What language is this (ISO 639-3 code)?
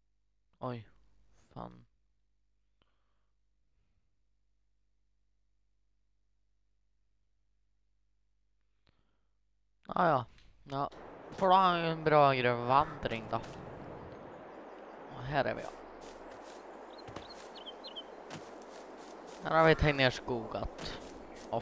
swe